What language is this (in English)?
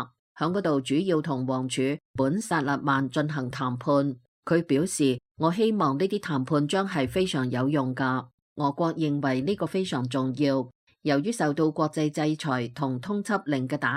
Cantonese